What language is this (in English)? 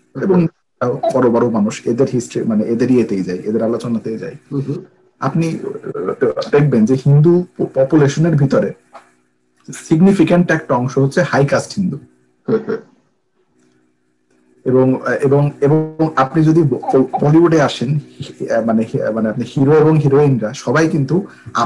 Bangla